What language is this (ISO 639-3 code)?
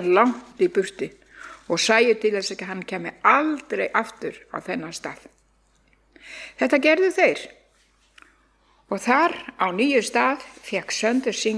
isl